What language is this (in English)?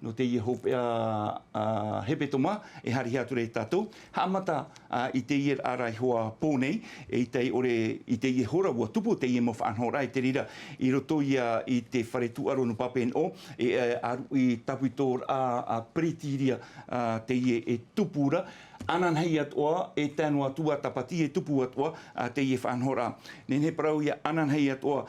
Tahitian